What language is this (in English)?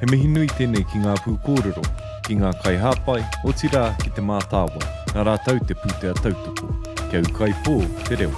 Māori